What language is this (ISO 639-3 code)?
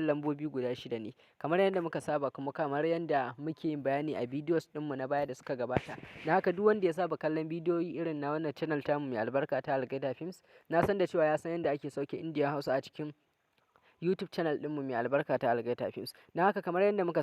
hau